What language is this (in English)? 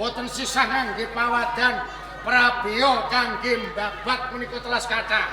Javanese